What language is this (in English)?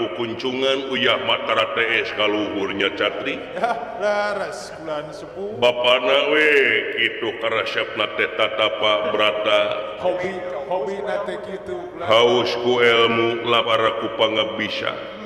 Sundanese